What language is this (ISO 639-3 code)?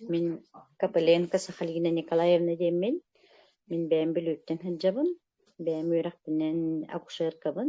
sah